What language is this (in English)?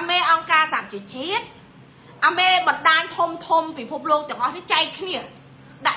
Khmer